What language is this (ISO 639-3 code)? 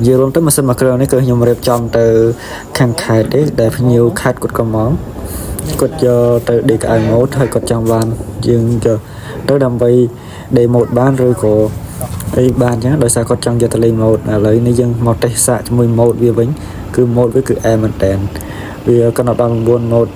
khm